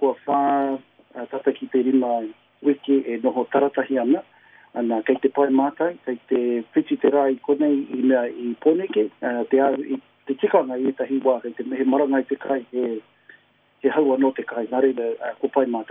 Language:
Māori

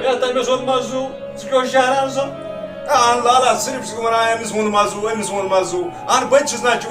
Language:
Kashmiri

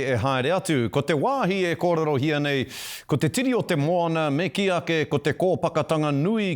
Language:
Māori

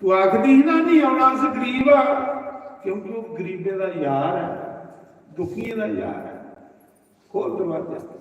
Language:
Dogri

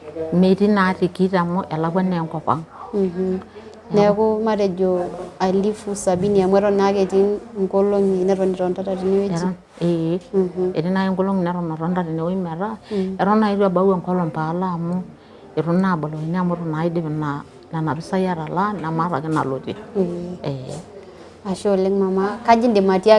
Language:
Masai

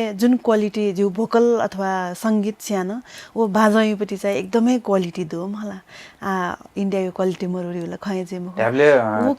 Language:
Newari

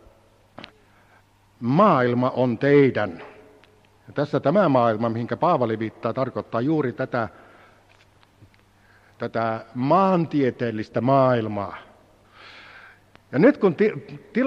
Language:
Finnish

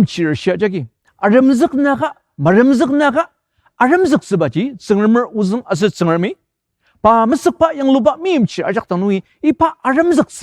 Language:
Ao Naga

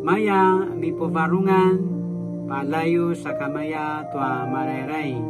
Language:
Paiwan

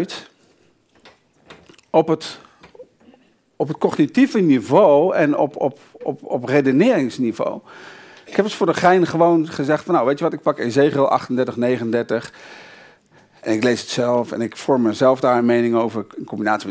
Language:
Dutch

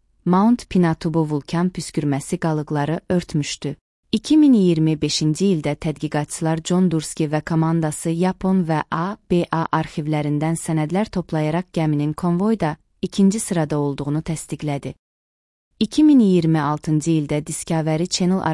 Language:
Azerbaijani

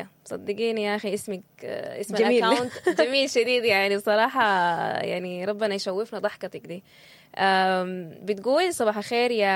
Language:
Sudanese Arabic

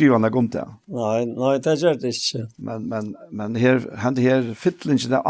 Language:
Faroese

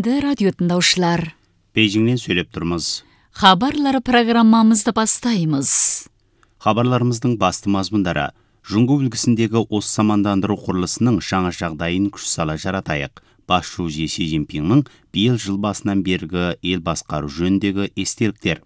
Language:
Kazakh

